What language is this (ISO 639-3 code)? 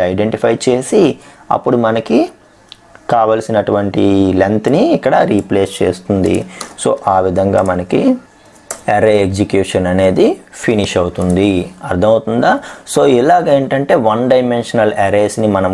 tel